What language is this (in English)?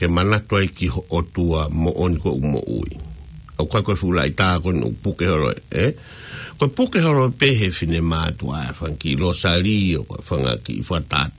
Tongan